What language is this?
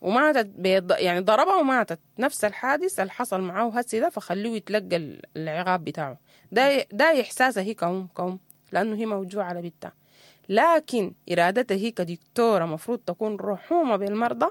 Sudanese Arabic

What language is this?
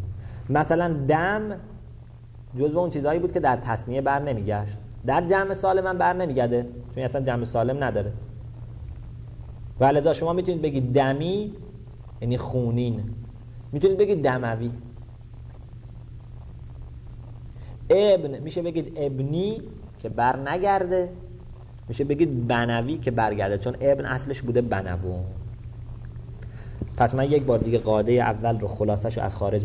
Persian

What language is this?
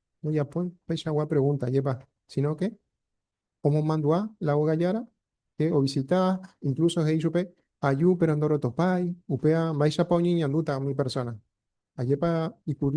Guarani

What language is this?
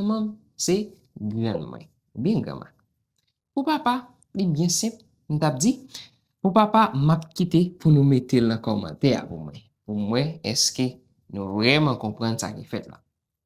Haitian Creole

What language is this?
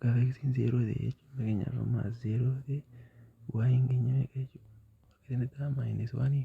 Oromo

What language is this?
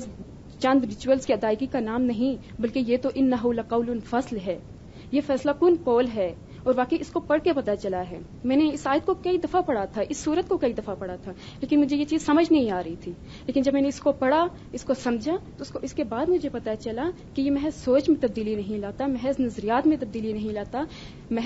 Urdu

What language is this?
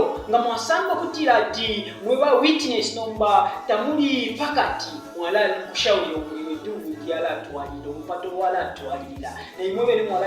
Bemba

